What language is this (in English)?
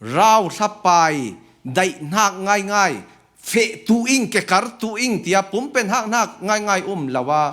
Falam Chin